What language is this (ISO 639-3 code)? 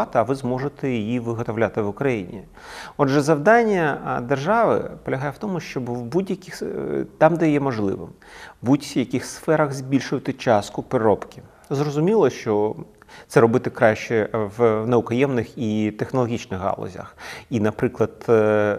ukr